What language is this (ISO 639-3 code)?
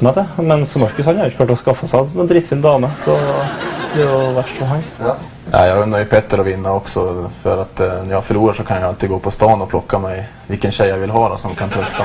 nor